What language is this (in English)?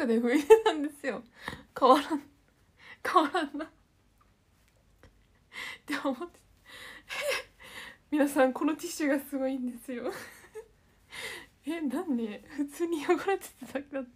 Japanese